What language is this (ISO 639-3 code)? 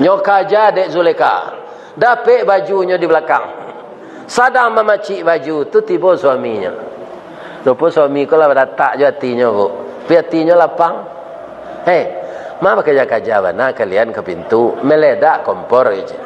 min